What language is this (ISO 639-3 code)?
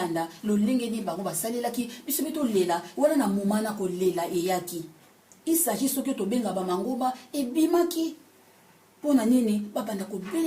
lin